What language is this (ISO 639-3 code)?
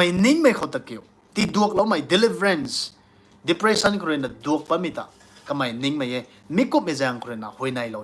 nbu